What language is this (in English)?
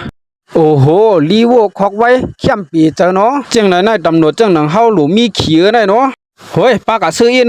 Shan